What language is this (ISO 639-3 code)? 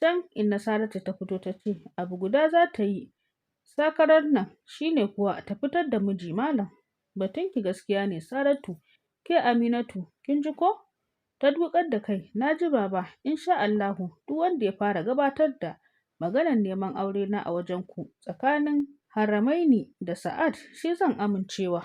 hau